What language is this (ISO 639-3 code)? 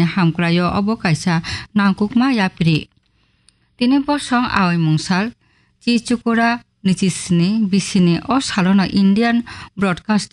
trp